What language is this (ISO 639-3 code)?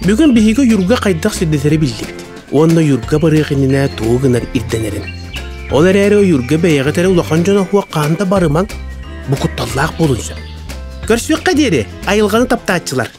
sah